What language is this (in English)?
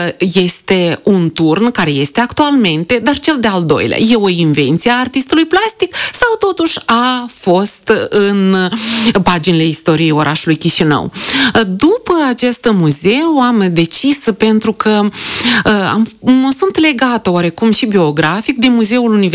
Romanian